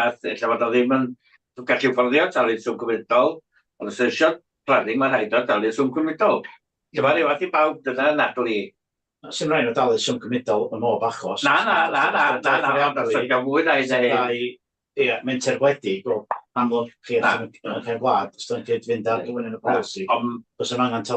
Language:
Welsh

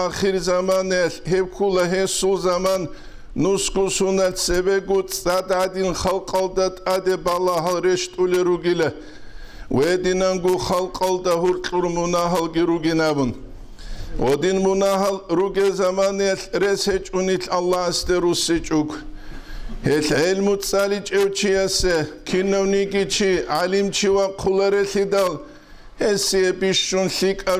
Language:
Avaric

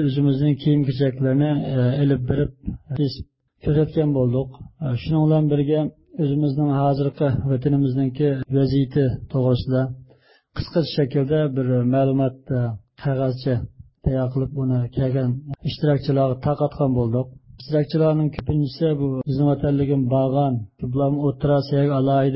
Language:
Uyghur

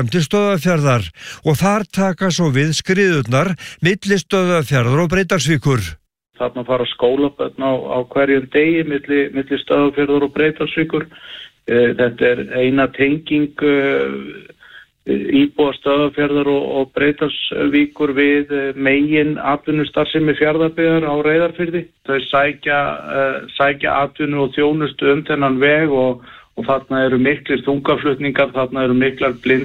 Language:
Icelandic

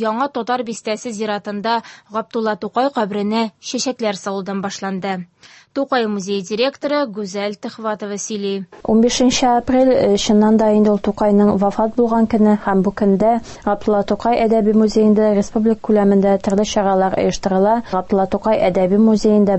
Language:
Tatar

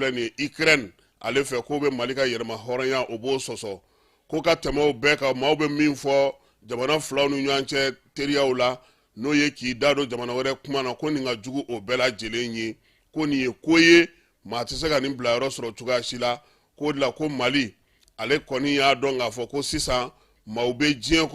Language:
Bambara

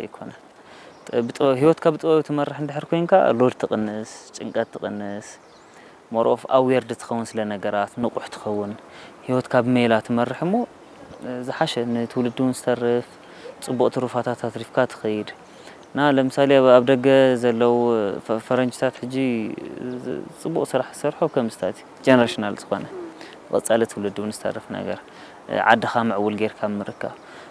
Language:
Tigrinya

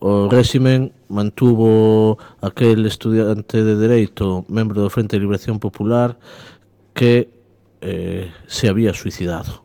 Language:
Galician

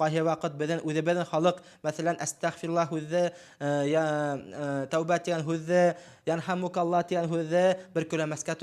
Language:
Bashkir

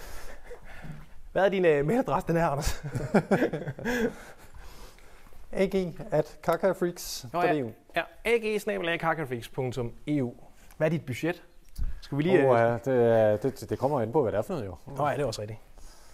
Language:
Danish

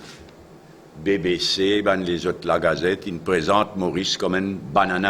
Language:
Morisyen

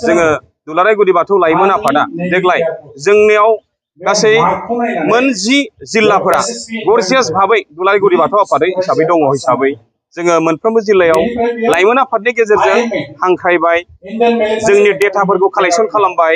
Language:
Bodo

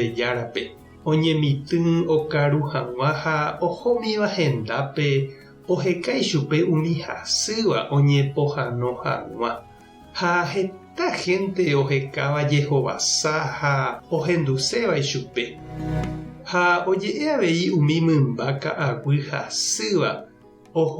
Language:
Guarani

